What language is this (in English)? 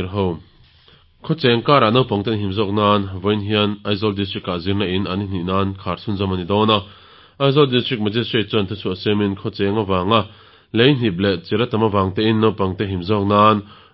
Mizo